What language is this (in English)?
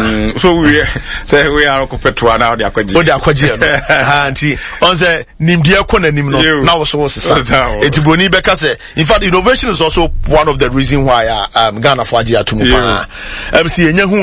Akan